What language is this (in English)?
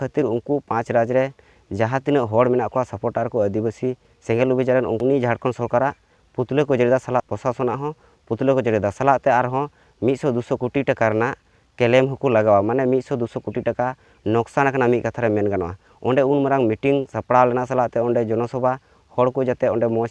Santali